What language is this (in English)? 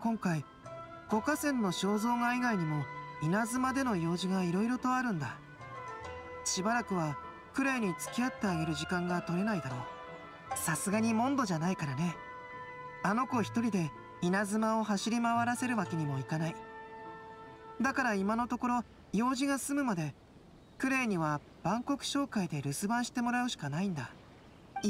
Japanese